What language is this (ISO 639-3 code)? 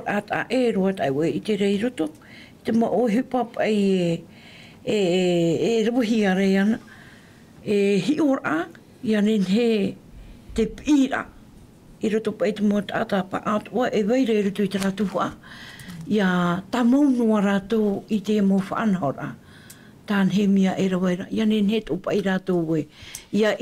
tah